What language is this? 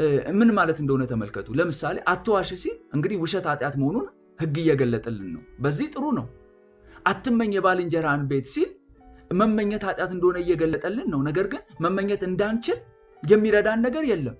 Amharic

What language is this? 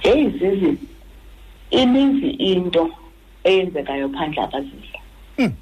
Xhosa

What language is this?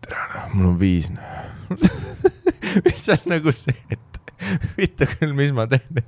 Estonian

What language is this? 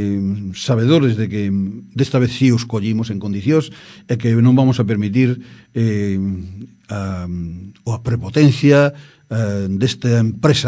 Galician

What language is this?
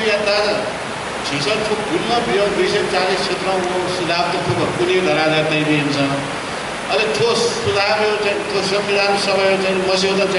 Newari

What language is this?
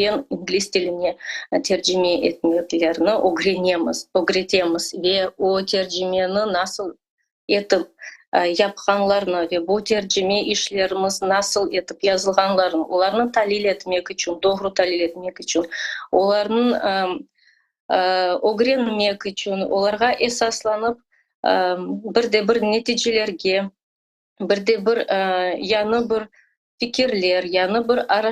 Crimean Tatar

